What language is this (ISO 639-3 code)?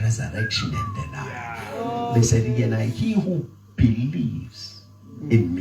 zul